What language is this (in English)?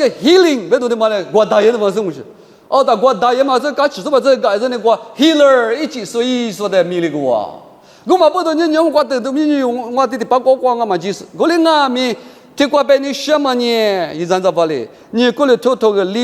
Lisu